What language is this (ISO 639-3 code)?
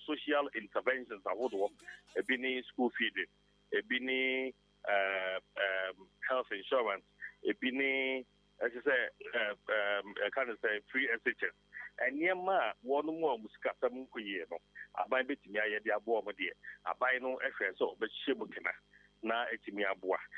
aka